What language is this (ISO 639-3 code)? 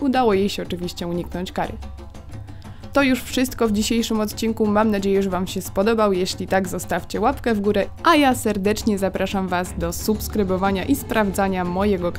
pol